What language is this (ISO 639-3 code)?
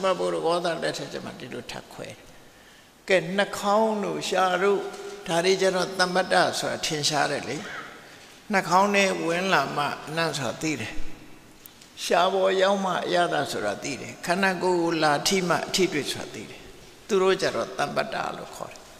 mya